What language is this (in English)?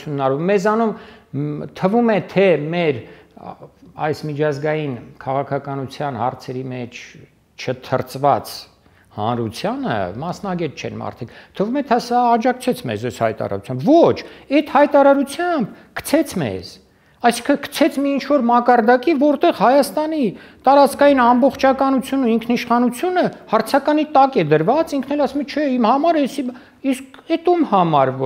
Armenian